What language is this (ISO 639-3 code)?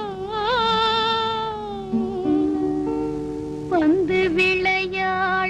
tam